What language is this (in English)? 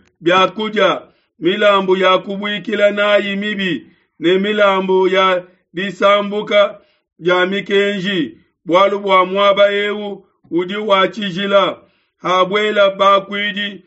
Luba-Lulua